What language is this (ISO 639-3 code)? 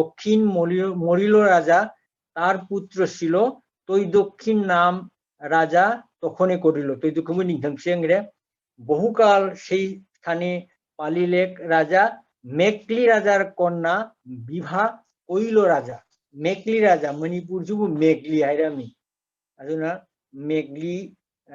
mni